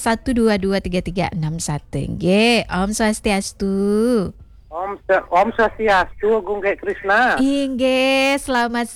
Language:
Balinese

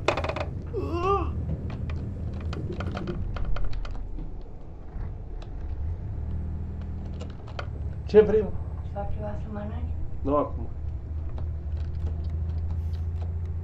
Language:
Romanian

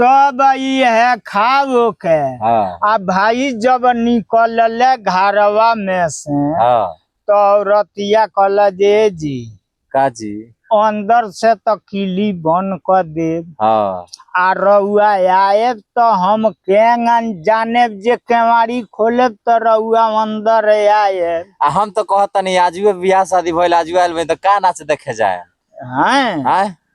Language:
Bhojpuri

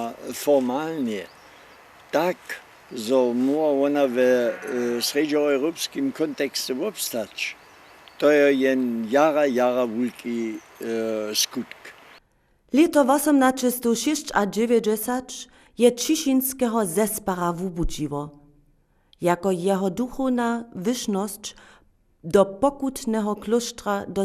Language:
Upper Sorbian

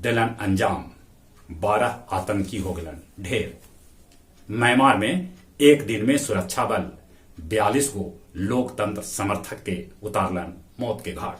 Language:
Magahi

